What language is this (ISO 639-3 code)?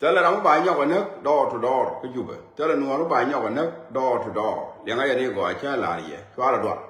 nus